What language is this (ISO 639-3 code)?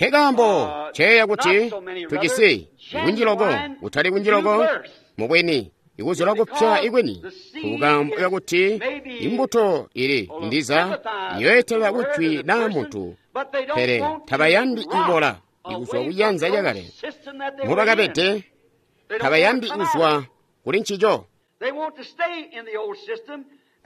toi